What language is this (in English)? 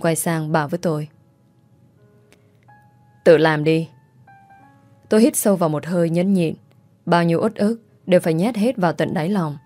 Vietnamese